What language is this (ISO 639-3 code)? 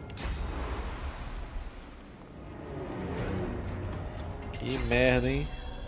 por